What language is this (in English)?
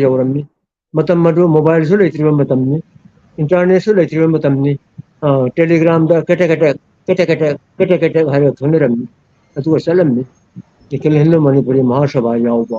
Manipuri